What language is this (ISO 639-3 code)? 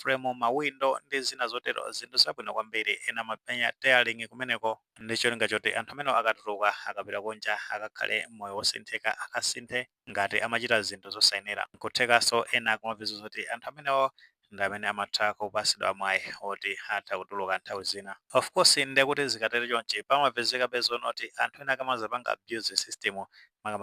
nya